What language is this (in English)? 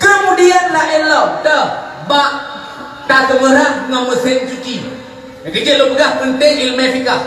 Achinese